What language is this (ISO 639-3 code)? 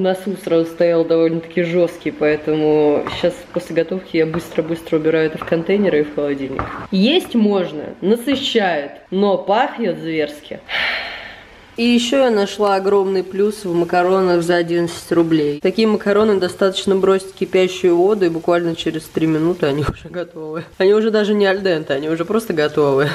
rus